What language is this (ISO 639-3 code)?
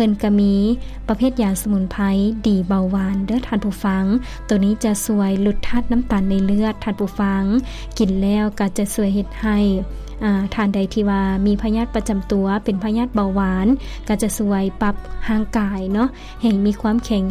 lao